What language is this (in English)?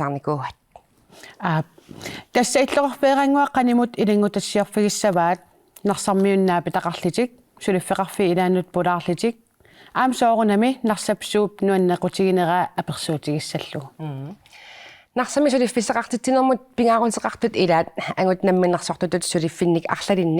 Kalaallisut